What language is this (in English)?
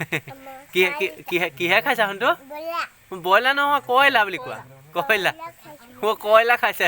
Assamese